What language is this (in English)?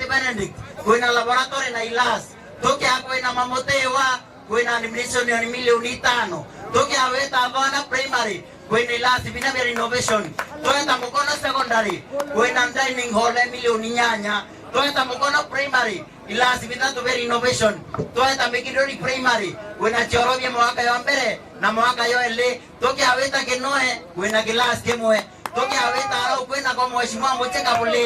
Meru